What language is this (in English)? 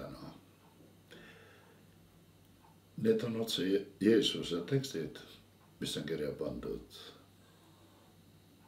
Estonian